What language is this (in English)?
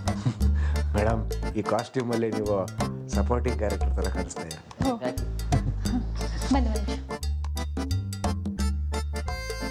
Kannada